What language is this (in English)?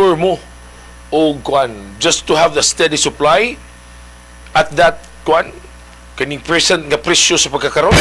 Cebuano